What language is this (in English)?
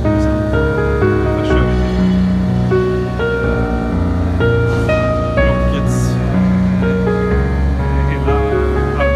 Swedish